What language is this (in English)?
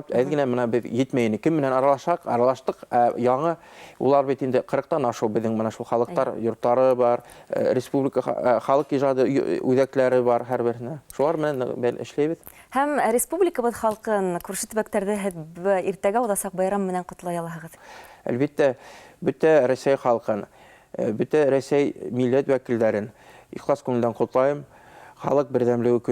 Bashkir